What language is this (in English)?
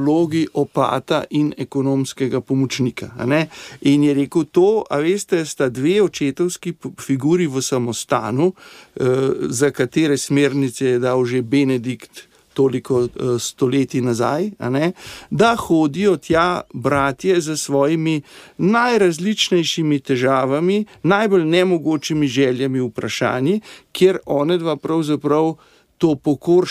Slovenian